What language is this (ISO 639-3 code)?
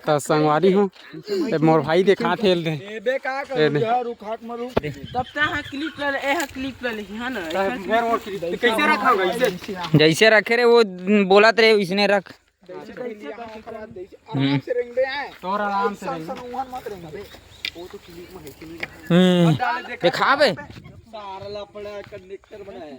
hne